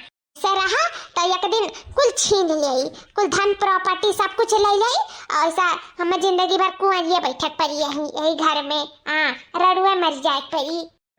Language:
Awadhi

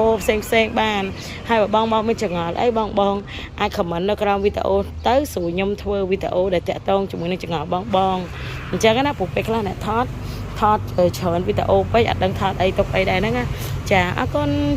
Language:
Khmer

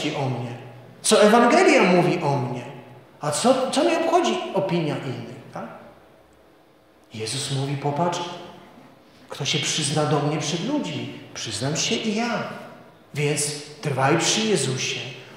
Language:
Polish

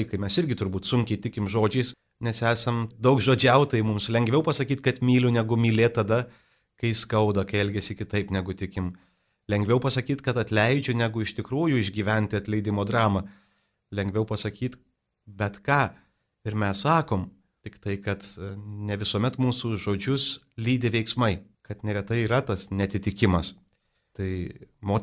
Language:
Lithuanian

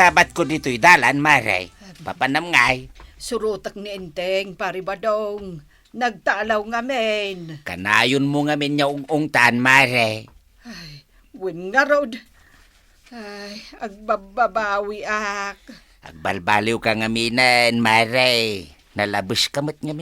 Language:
Iloko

